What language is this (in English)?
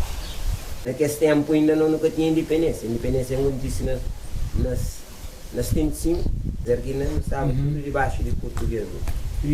Kabuverdianu